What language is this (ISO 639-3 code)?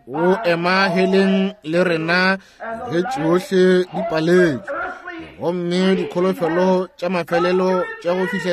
nso